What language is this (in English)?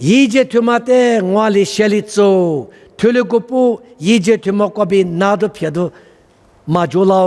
Lisu